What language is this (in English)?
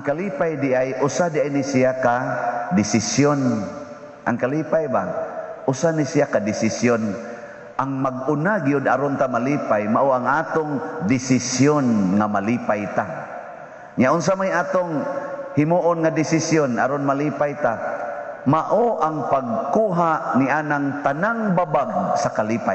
Cebuano